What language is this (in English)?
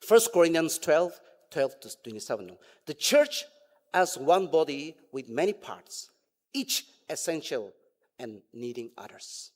Ao Naga